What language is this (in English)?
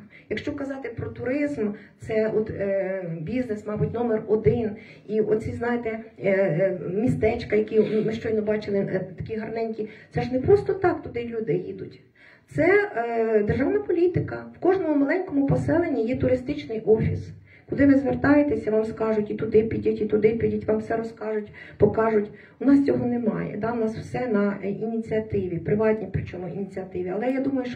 Ukrainian